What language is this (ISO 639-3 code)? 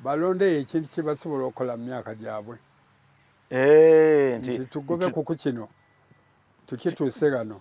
xog